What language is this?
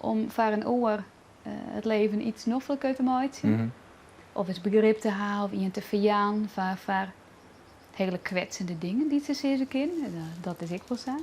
Western Frisian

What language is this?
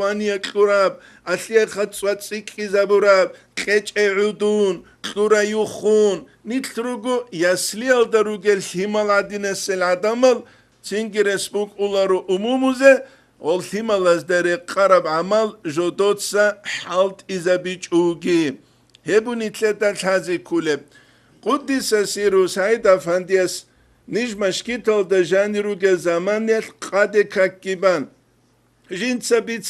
Avaric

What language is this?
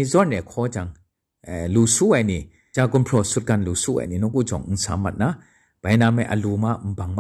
Kachin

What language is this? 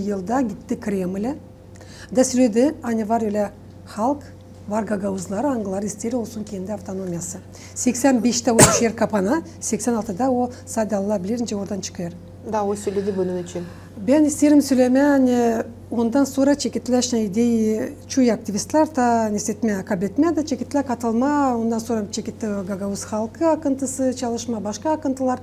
Gagauz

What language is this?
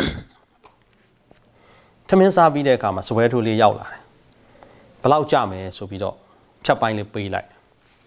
Burmese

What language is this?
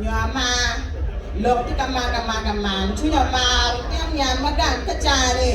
Acoli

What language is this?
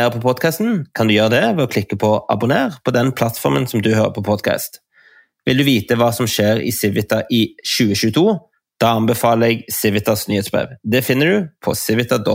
Norwegian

